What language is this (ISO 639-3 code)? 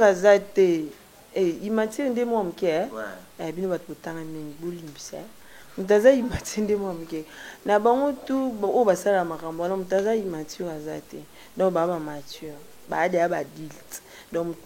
lin